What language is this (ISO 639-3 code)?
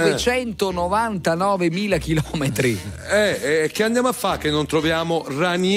ita